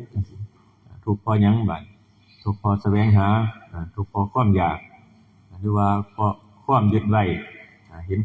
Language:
Northeastern Thai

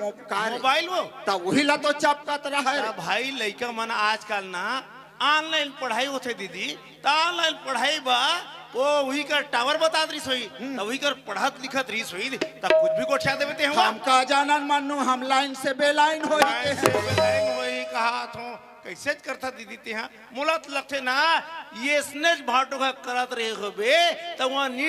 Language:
Chhattisgarhi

